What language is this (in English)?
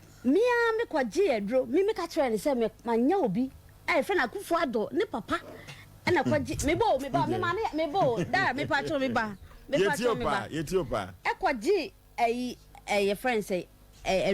Akan